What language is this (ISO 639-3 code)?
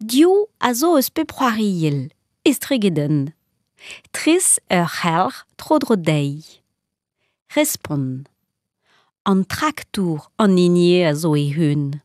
bre